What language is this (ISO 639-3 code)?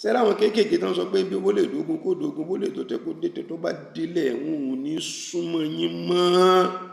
yor